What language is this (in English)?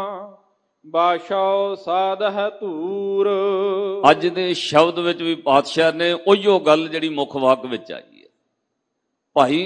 Punjabi